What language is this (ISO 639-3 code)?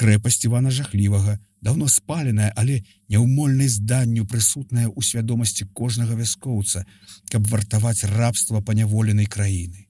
bel